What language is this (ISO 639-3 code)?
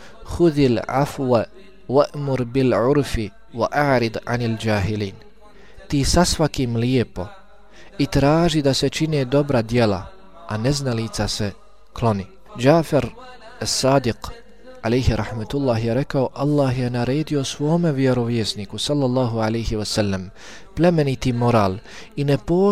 bos